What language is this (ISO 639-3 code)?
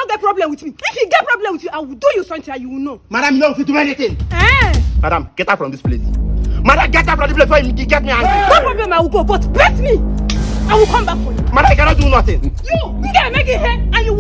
pcm